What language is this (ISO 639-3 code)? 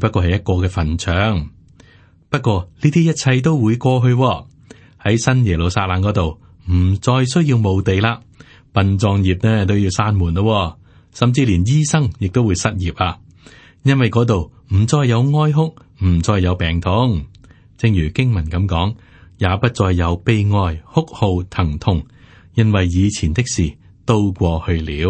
yue